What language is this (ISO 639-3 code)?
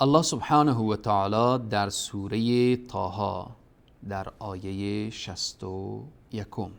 fas